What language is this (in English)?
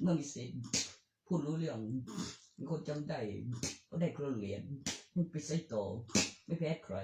Northeastern Thai